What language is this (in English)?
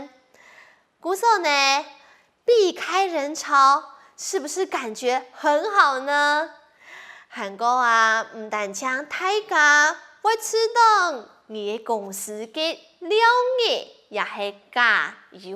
Hakka Chinese